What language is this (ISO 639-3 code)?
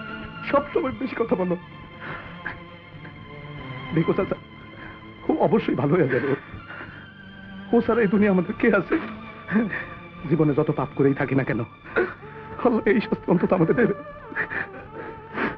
ben